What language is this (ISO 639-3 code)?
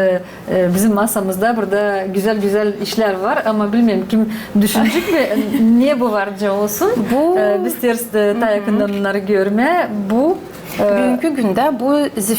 gag